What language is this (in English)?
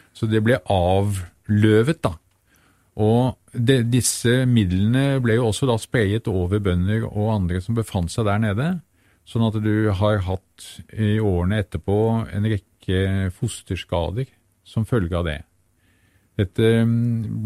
Norwegian